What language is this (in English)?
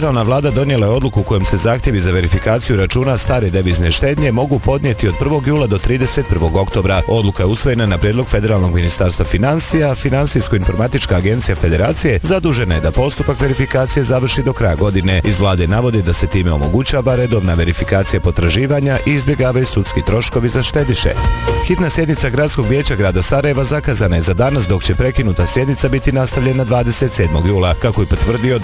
Bosnian